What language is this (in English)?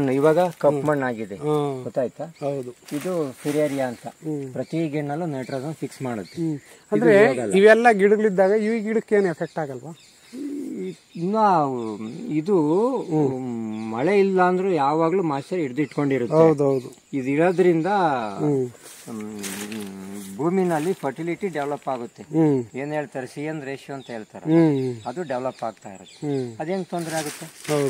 Kannada